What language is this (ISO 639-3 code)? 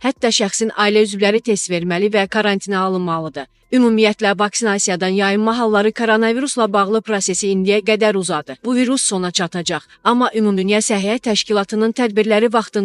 aze